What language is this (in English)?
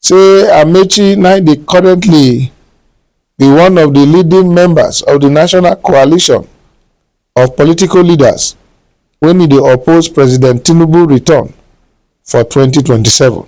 Nigerian Pidgin